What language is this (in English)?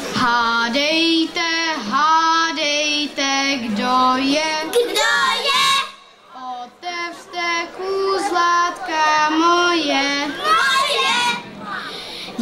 Czech